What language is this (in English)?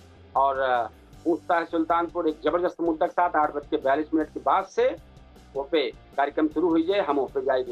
Awadhi